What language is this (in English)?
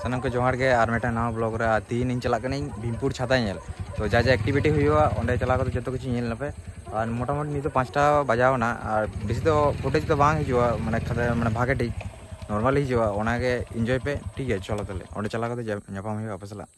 Santali